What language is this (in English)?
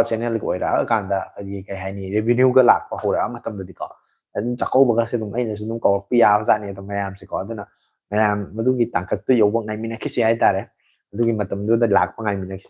Manipuri